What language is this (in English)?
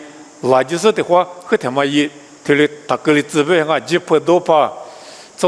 Lisu